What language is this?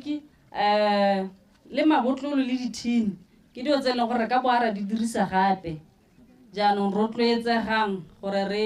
Tswana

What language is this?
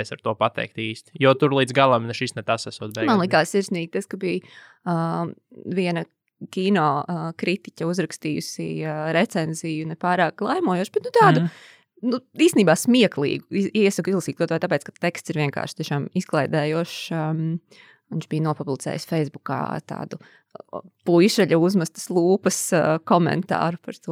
Latvian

